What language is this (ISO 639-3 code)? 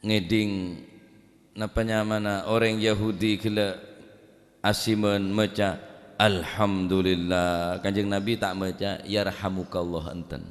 mad